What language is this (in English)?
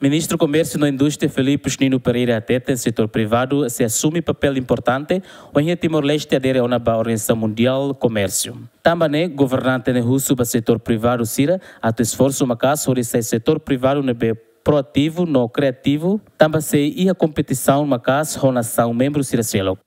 Tetum